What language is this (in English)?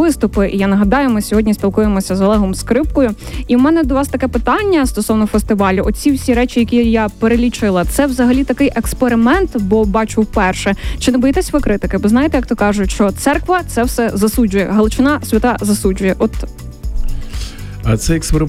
Ukrainian